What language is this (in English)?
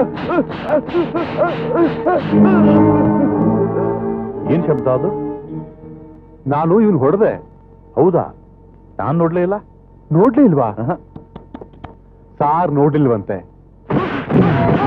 Kannada